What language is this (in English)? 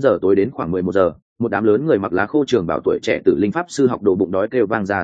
Vietnamese